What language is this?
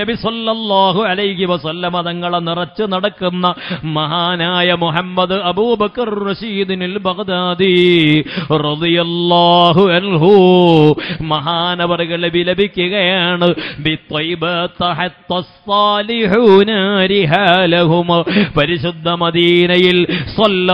Malayalam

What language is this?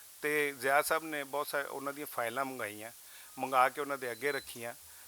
Western Panjabi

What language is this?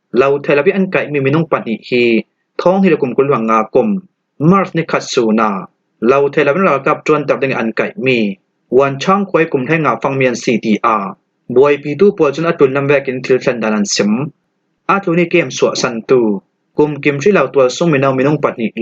Falam Chin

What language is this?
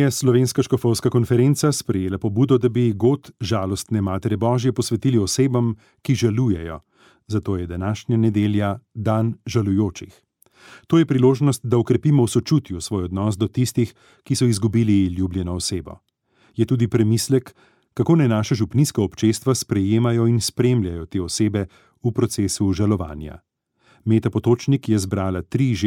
Slovenian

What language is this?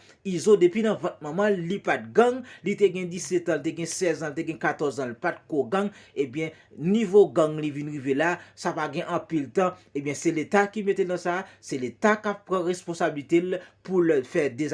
Haitian Creole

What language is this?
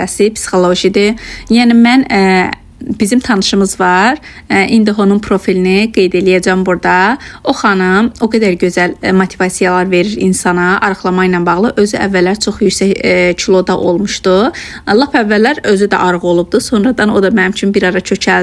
Azerbaijani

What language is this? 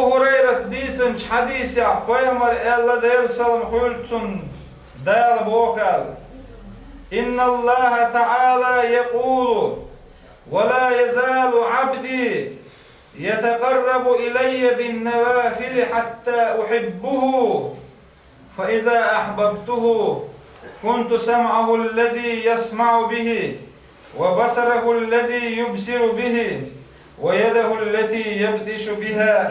Chechen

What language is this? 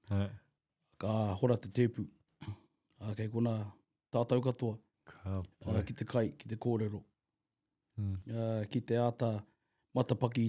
Māori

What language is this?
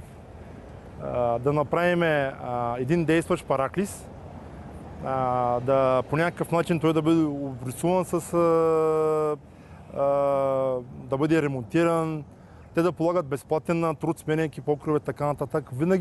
Bulgarian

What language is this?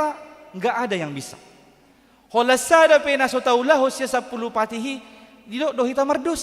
Batak Toba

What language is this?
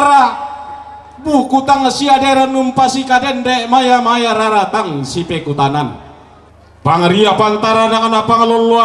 Toraja-Sa'dan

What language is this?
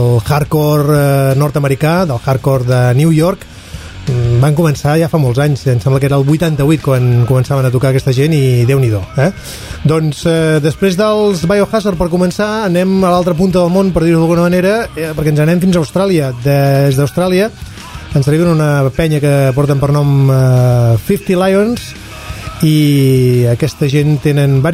Catalan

